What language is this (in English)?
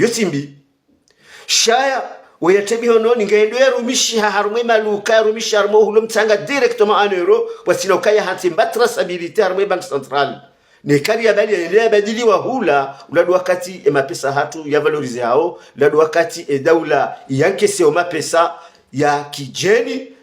Ngazidja Comorian